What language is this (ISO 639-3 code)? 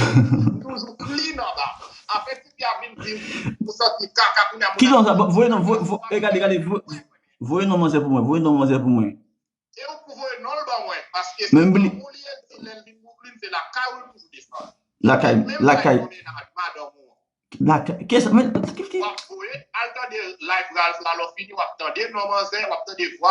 hat